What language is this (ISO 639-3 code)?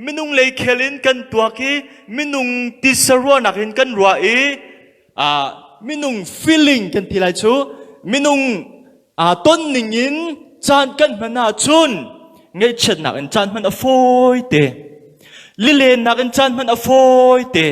cnh